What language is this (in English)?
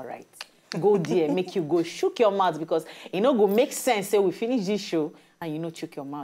Nigerian Pidgin